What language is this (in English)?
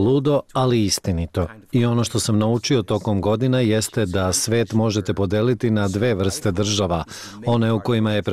Serbian